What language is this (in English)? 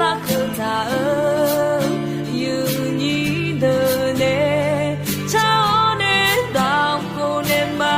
Akha